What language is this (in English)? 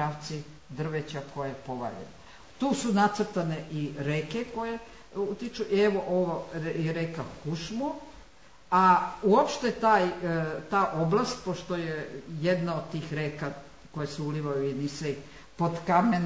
Serbian